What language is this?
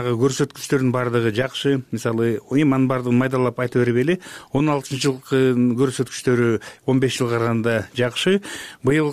Kyrgyz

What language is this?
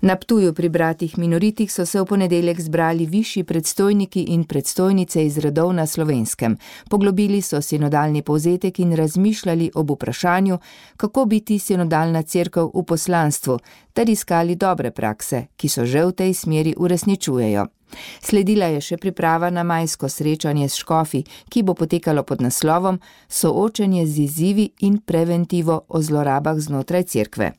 Slovenian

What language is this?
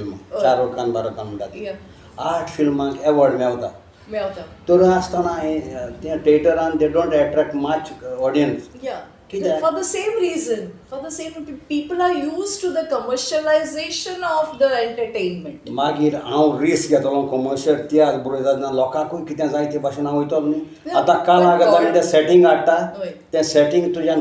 Konkani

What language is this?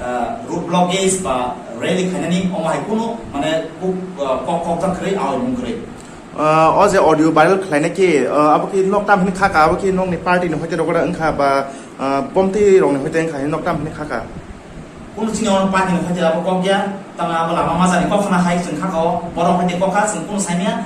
Kok Borok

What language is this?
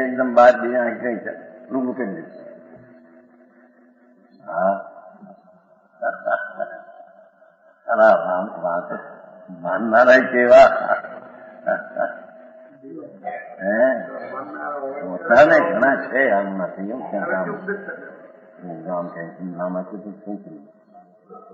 Gujarati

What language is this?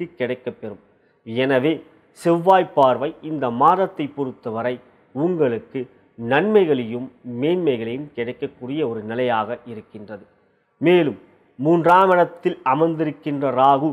Tamil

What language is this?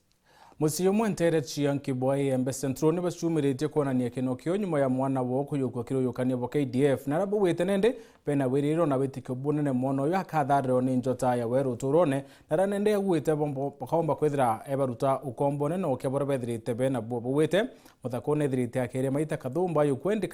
Meru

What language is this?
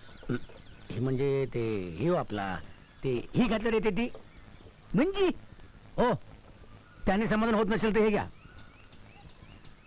Marathi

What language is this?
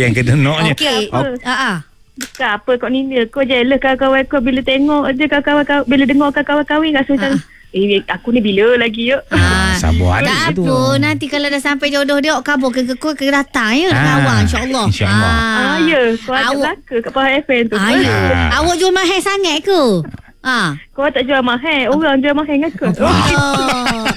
Malay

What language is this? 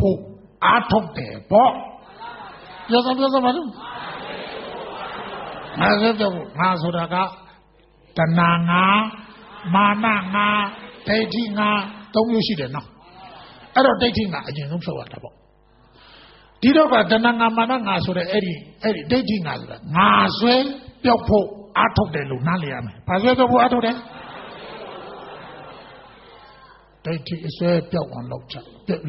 Burmese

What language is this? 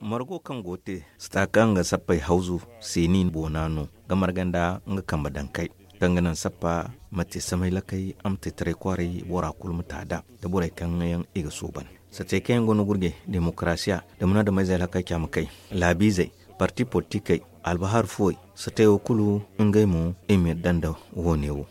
Zarma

